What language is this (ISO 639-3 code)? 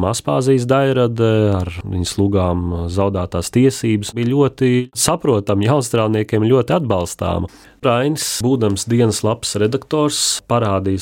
lav